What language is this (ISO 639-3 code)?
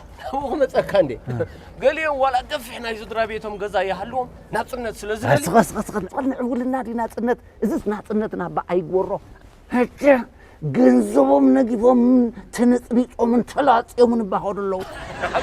tir